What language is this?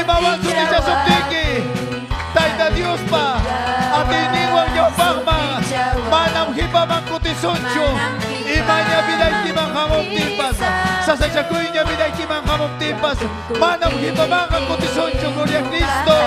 Ayacucho Quechua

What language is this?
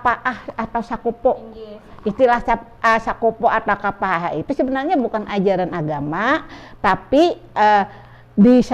Banjar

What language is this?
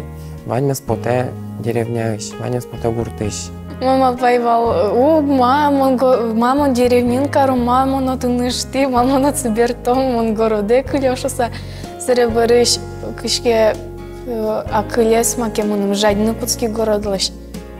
Udmurt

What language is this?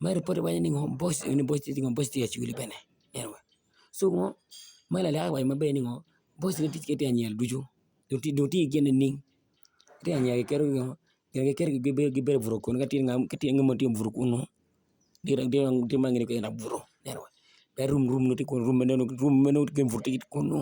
Acoli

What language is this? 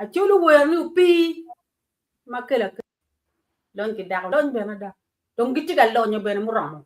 Acoli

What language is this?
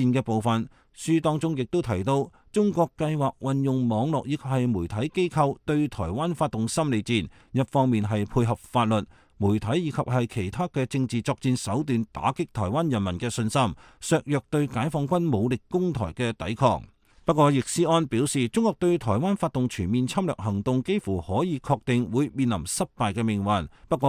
Cantonese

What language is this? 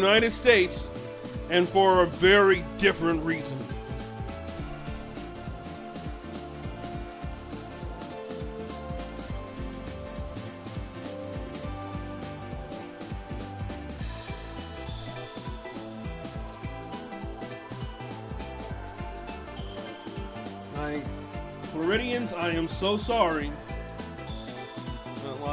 English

